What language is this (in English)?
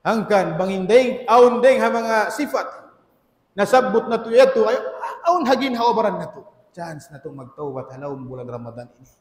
Tausug